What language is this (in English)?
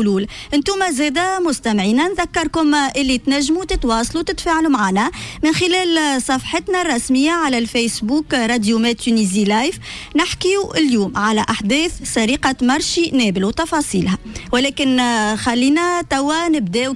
Tunisian Arabic